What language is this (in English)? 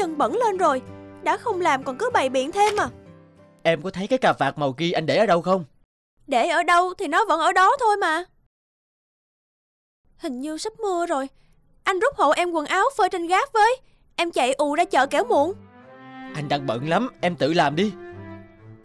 Vietnamese